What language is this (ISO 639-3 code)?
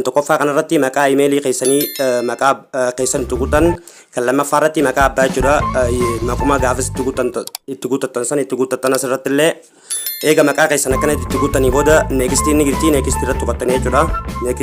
orm